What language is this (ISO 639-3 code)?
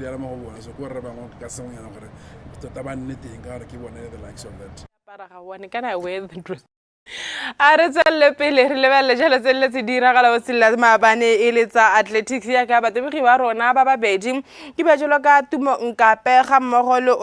tsn